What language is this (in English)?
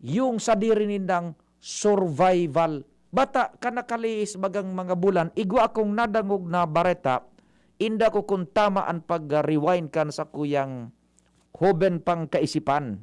Bikol